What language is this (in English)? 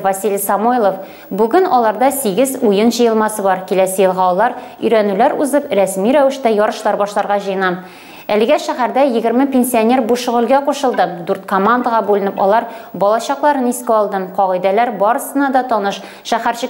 Tatar